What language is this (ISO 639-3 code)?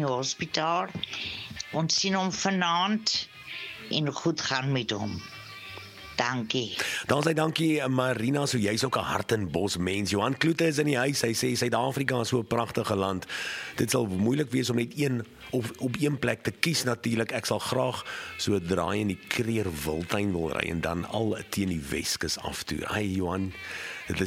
afr